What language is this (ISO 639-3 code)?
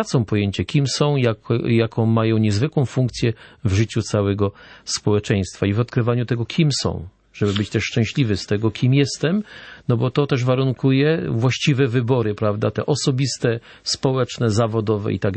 pol